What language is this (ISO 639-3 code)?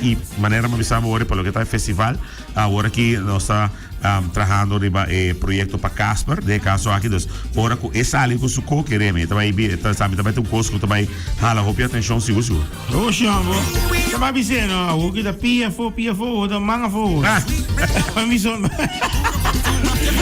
pap